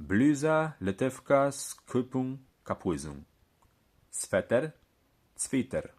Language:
Kashubian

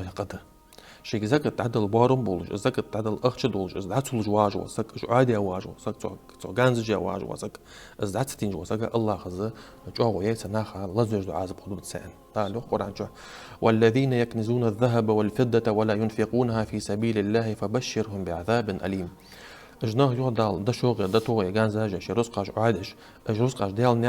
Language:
Ingush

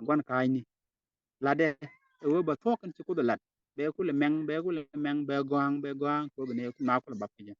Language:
Nuer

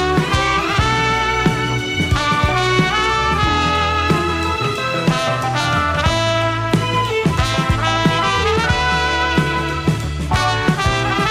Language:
Indonesian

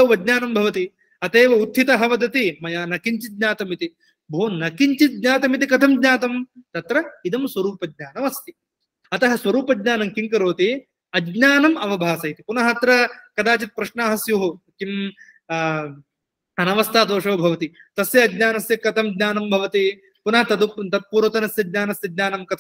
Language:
Sanskrit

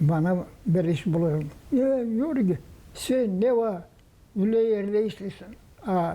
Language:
Gagauz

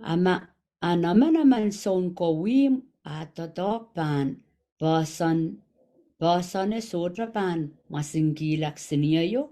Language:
Pohnpeian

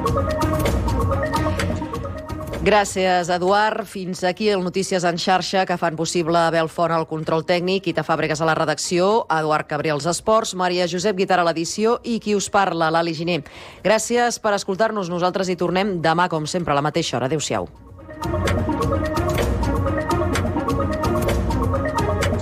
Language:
Catalan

